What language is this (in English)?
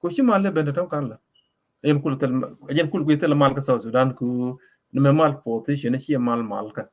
Nuer